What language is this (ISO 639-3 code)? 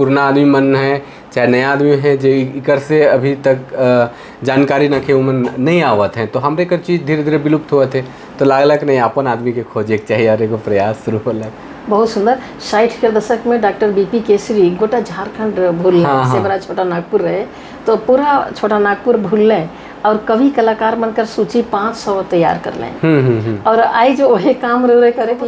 sck